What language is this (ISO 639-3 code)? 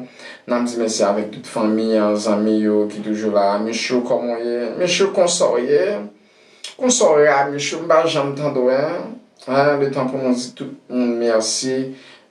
hat